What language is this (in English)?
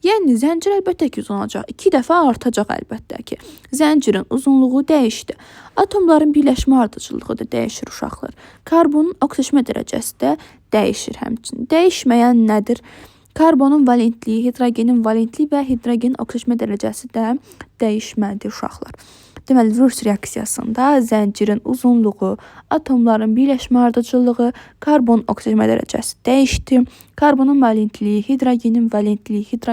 Azerbaijani